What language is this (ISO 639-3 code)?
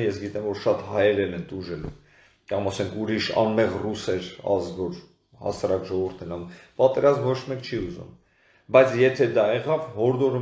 hye